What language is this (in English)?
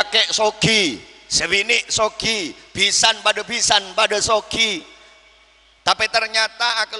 Madurese